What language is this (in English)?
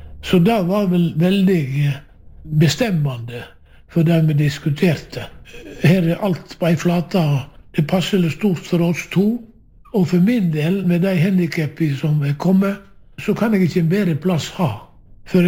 Norwegian